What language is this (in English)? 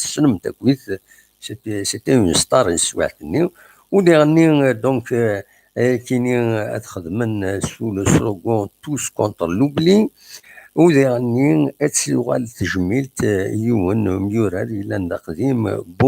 Kabyle